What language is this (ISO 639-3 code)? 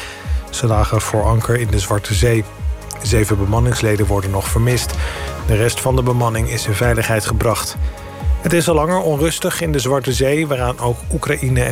nld